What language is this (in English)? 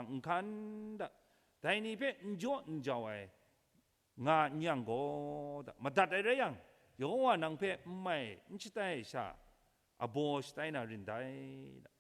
Kachin